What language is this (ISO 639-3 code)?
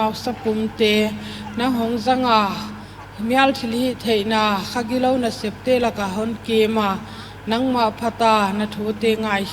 pck